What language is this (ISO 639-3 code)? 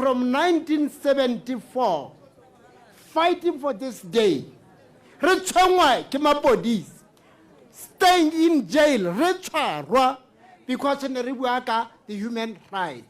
tsn